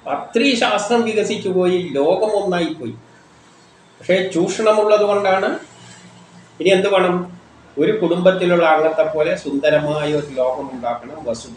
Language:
Malayalam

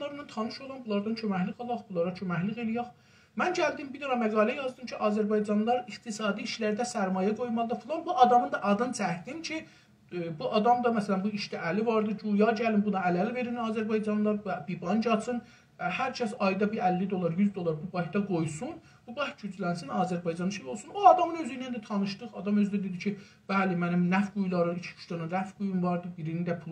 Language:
South Azerbaijani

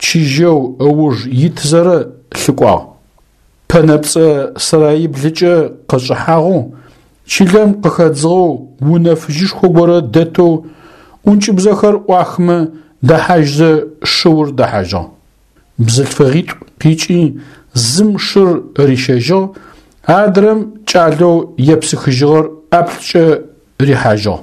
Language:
Adyghe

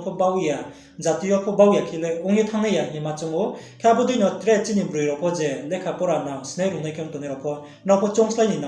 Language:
Riang (India)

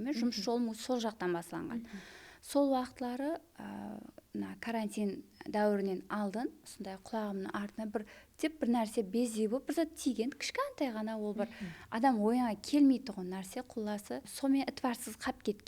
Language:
Kara-Kalpak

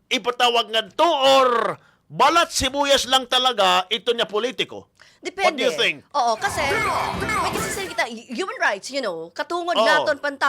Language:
Waray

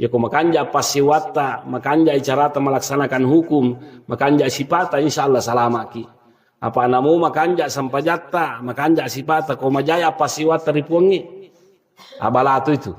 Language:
Buginese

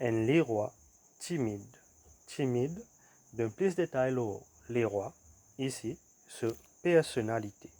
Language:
Morisyen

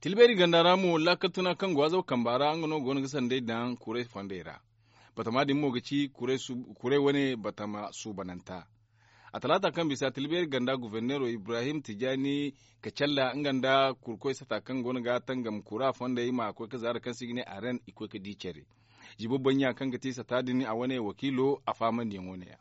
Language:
Zarma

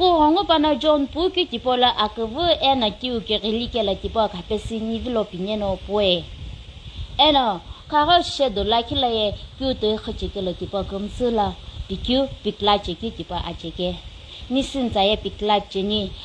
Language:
Sumi Naga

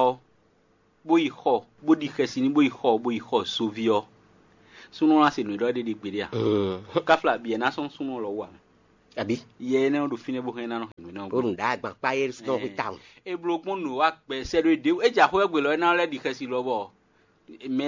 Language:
Fon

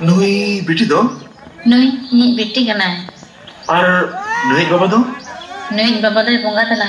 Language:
Santali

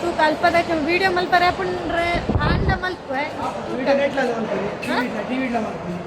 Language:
Tulu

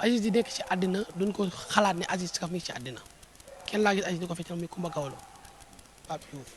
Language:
Wolof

